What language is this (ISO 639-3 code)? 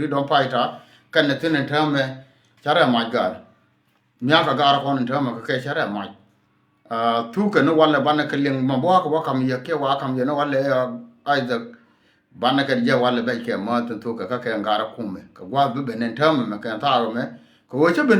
nus